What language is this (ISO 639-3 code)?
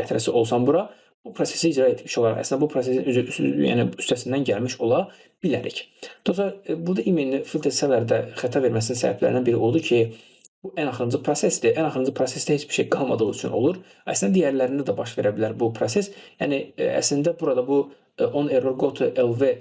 aze